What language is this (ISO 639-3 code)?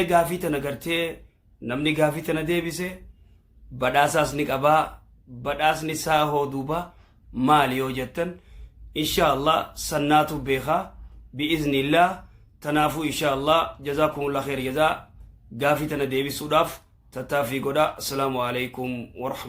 orm